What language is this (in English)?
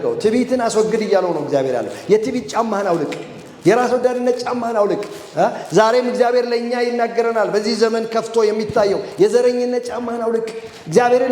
Amharic